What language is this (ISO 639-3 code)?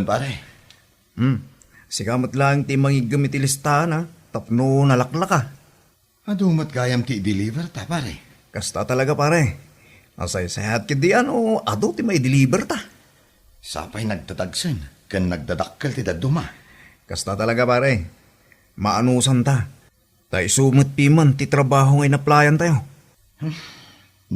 ilo